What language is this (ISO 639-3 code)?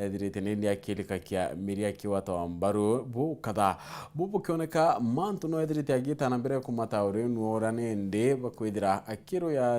mer